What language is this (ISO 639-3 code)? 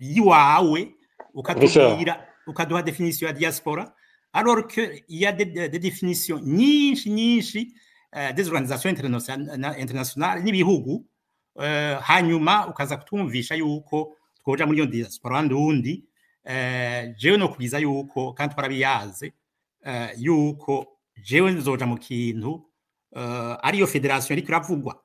run